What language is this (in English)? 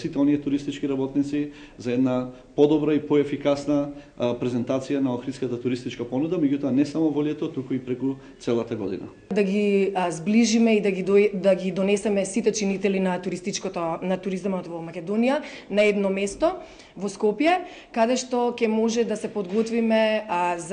Macedonian